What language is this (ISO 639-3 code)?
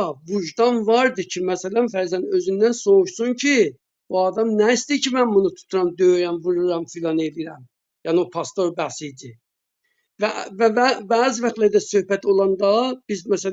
azb